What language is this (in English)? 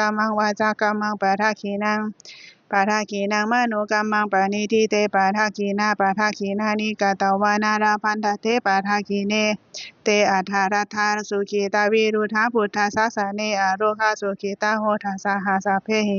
Pali